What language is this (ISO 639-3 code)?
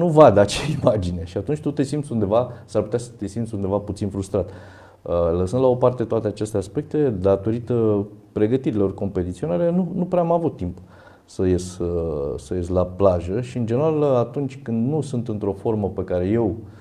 ron